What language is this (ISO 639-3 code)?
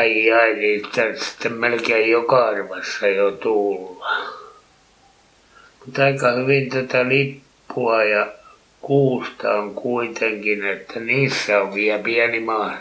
fin